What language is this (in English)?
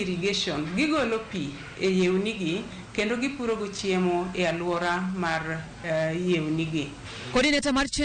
Luo (Kenya and Tanzania)